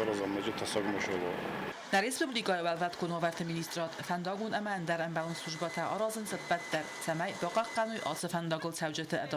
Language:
Ossetic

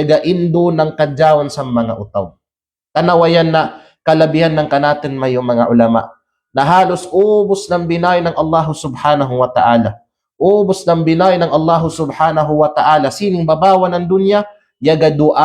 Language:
Kalagan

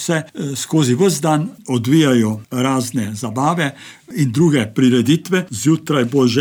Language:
Slovenian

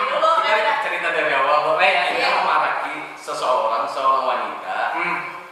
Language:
Banjar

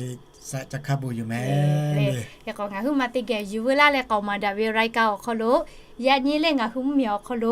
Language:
Lahu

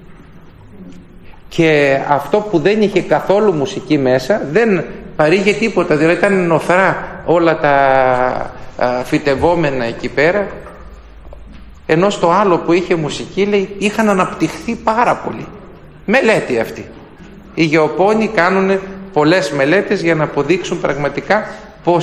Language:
Greek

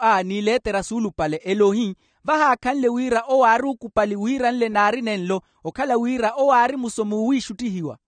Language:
Makhuwa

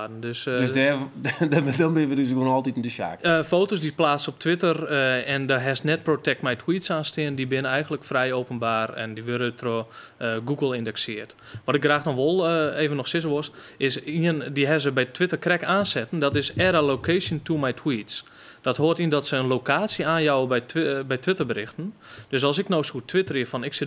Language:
Western Frisian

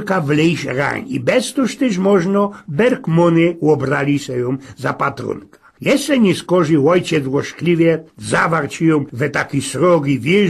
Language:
Silesian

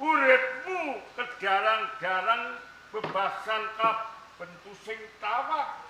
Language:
Javanese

